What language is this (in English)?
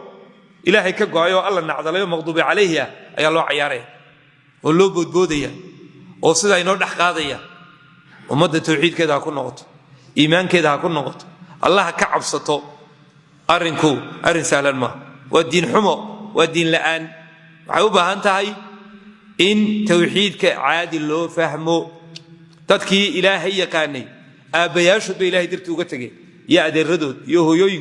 Somali